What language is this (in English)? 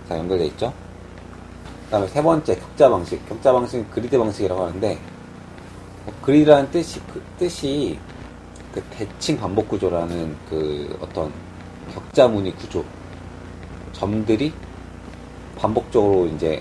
Korean